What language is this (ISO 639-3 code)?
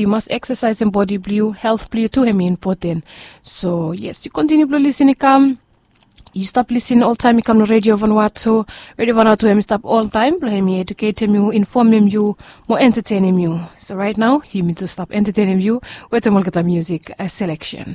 bis